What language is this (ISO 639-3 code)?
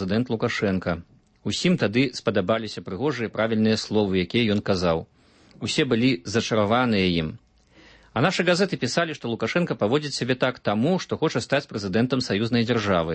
bel